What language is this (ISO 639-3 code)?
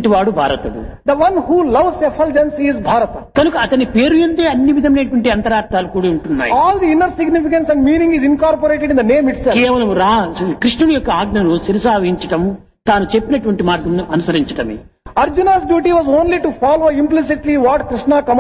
tel